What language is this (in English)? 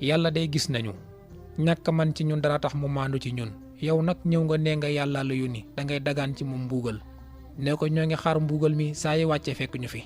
Wolof